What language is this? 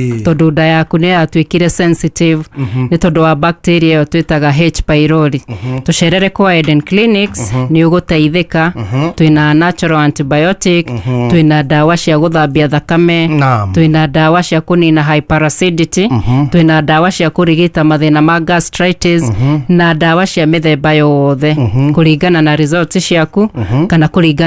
Kikuyu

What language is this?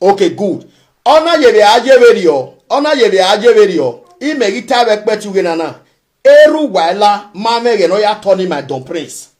Nigerian Pidgin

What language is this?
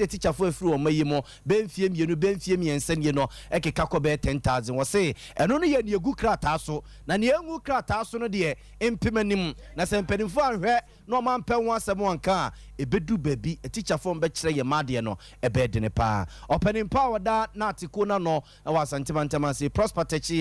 Akan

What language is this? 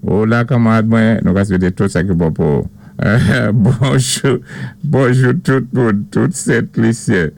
Saint Lucian Creole French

